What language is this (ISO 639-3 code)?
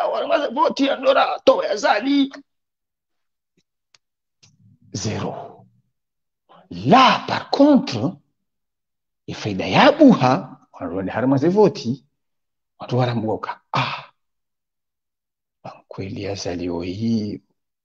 swa